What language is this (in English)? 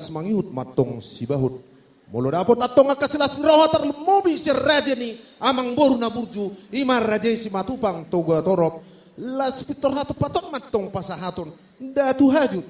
Batak Toba